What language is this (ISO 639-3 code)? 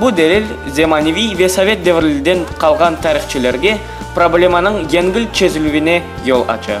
crh